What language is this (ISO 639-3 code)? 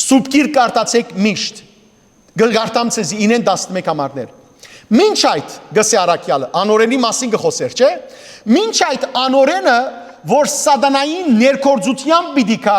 hyw